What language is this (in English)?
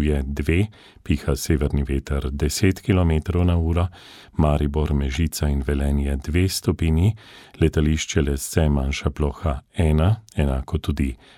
Slovenian